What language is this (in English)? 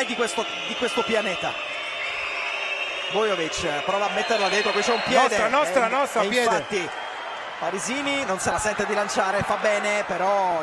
Italian